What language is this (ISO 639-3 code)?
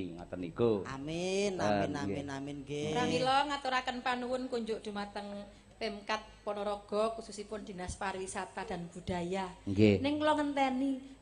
jav